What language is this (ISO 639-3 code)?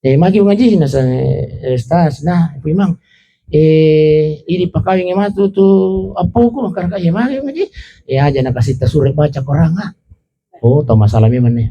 bug